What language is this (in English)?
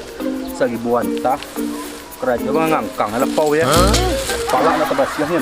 Minangkabau